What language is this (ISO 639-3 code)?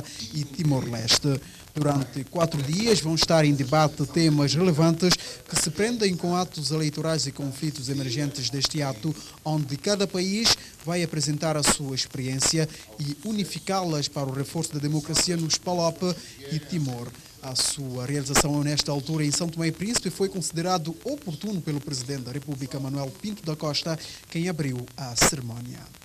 por